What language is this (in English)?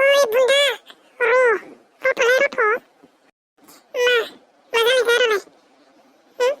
Bodo